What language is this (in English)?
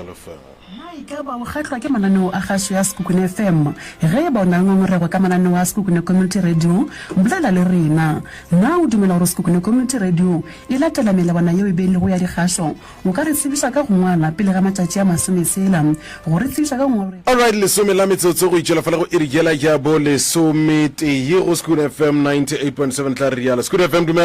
Northern Sotho